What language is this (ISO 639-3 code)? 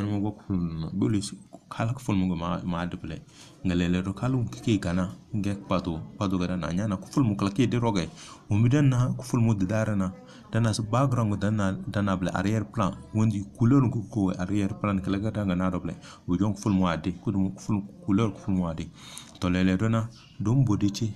kdh